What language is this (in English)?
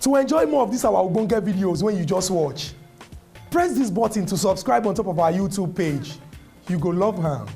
Nigerian Pidgin